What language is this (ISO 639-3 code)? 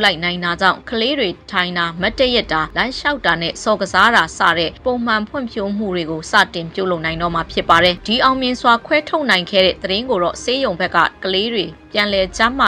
mya